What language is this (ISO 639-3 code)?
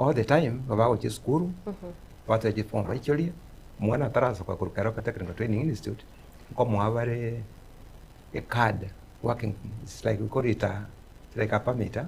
guz